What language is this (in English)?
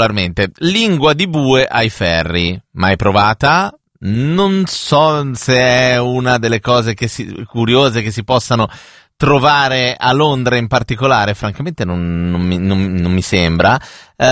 Italian